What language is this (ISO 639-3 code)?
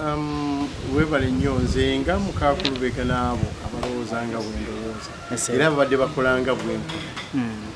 lug